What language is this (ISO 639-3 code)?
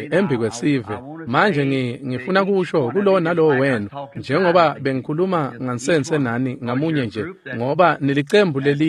ssw